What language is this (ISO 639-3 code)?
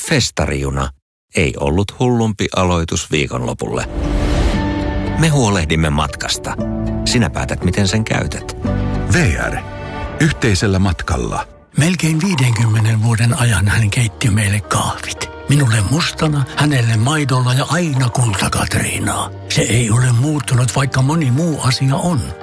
fin